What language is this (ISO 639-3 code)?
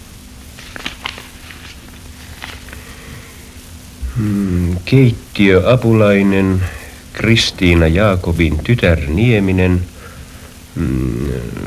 fin